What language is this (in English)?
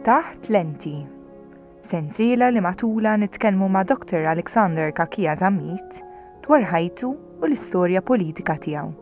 Maltese